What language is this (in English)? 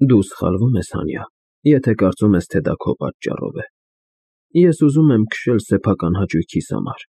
Armenian